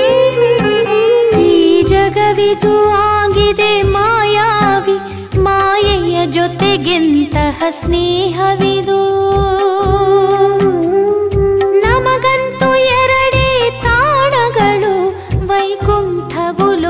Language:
Kannada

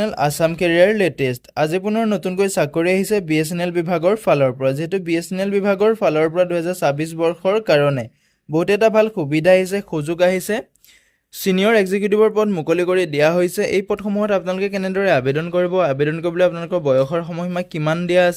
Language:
Assamese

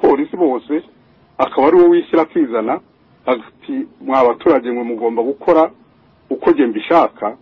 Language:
Kinyarwanda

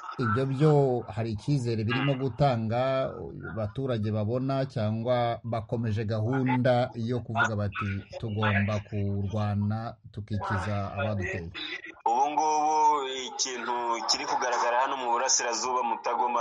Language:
Kinyarwanda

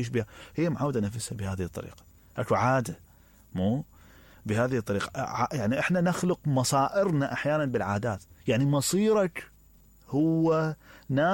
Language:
Mesopotamian Arabic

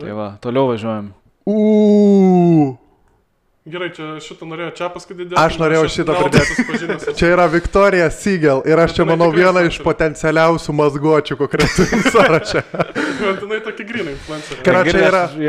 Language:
Lithuanian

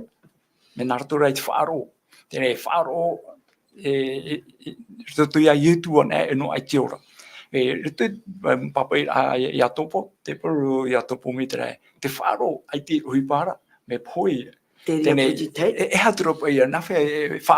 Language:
Tahitian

